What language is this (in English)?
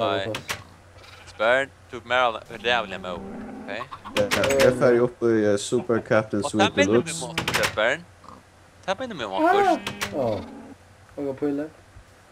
Faroese